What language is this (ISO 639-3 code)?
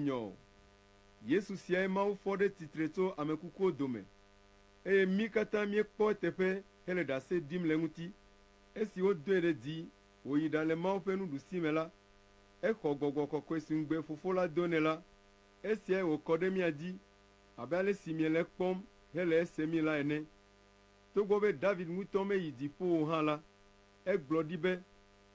ewe